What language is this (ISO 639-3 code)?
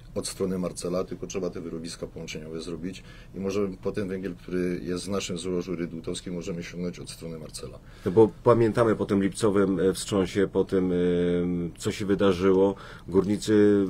pol